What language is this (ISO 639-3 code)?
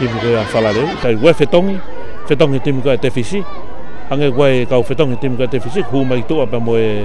ton